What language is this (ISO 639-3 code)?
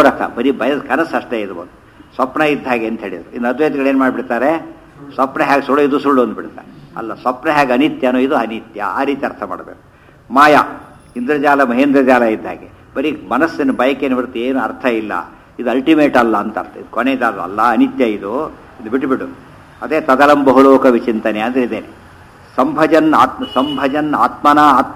kan